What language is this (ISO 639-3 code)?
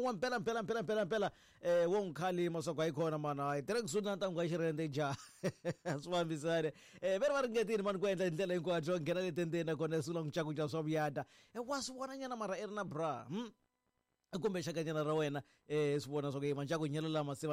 tso